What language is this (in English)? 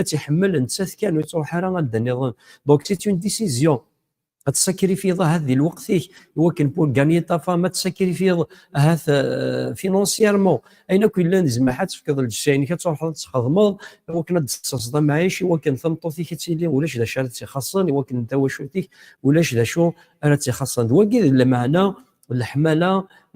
Kabyle